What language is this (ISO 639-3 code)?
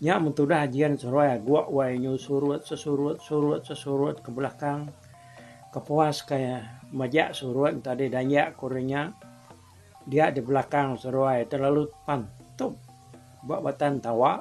iba